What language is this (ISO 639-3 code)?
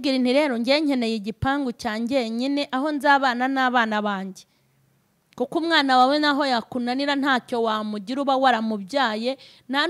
kin